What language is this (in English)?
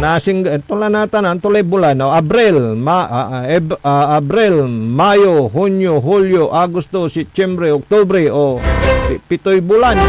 Pangasinan